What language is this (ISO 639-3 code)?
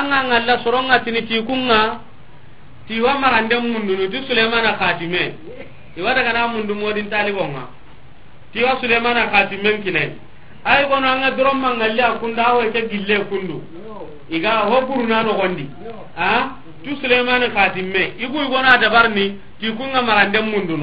snk